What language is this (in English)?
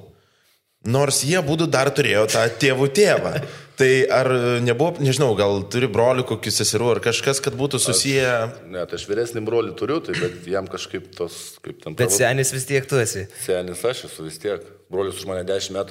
Lithuanian